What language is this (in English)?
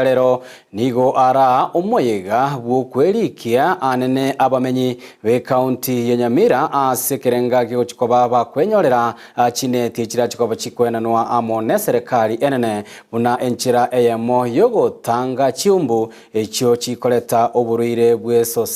Gusii